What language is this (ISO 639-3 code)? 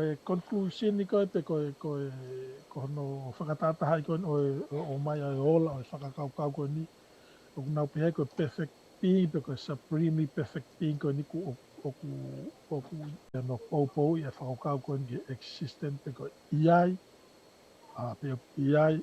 ton